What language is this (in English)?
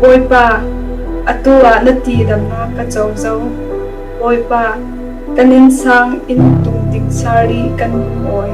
Falam Chin